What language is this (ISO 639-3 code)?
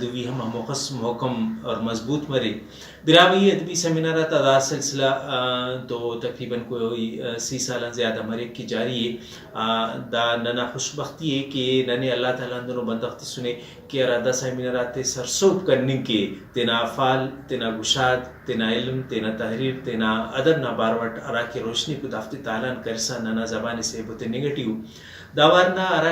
brh